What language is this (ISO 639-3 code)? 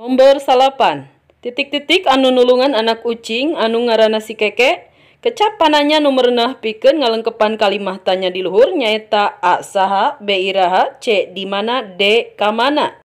sun